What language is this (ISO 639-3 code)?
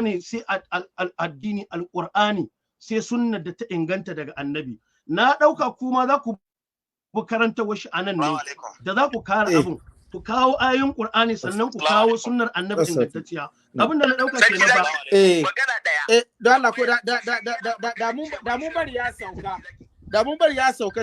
hau